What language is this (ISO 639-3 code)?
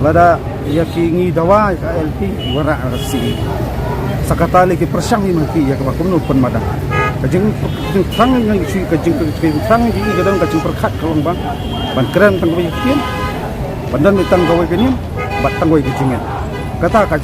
kha